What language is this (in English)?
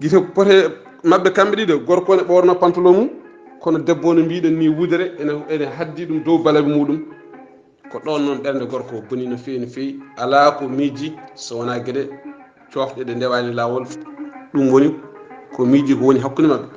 Fula